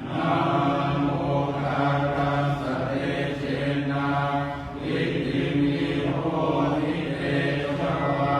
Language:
Pali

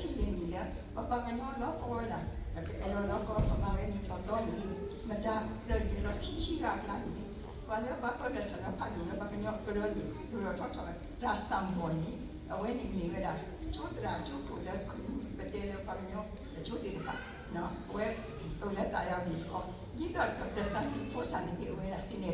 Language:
S'gaw Karen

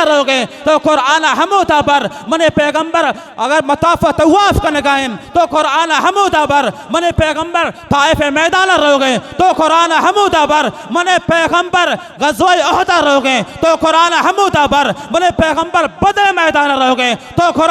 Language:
Baluchi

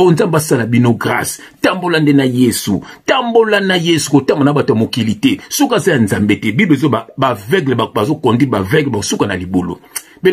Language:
Lingala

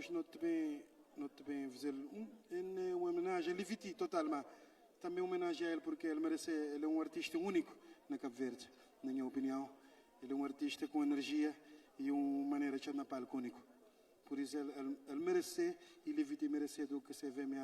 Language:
Kabuverdianu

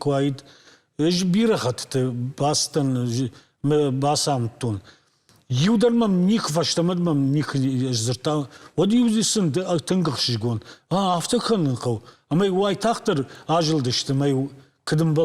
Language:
Ossetic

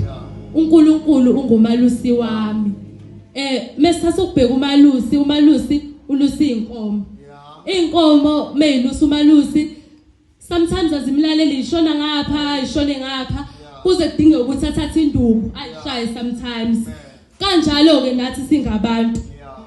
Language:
Zulu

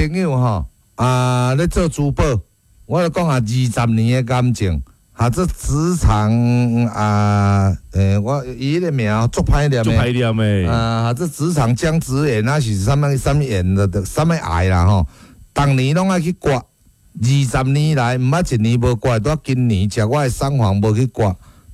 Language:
Min Nan Chinese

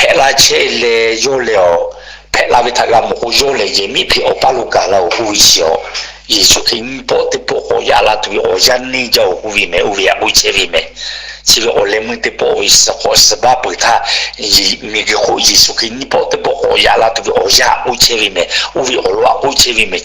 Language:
Lahu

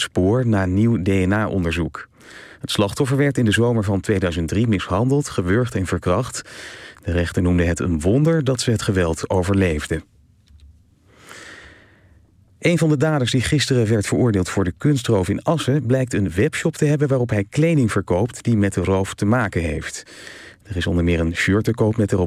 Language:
Dutch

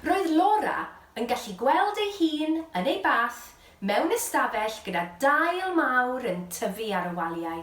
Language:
Welsh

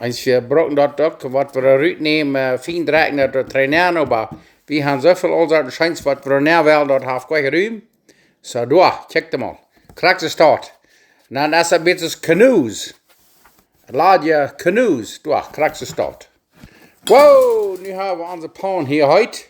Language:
Plautdietsch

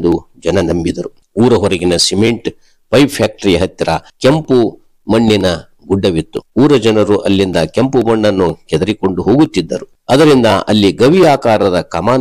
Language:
Kannada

